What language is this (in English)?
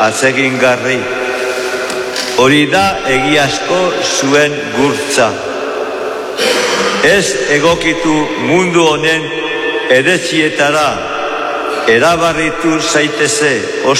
Basque